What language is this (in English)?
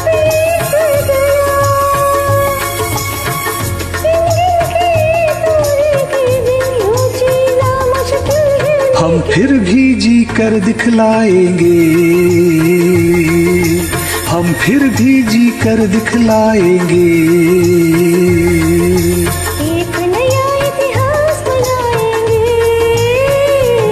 Hindi